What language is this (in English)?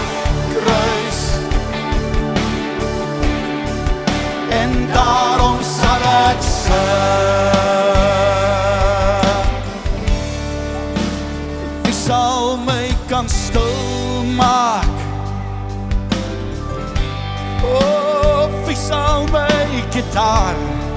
Afrikaans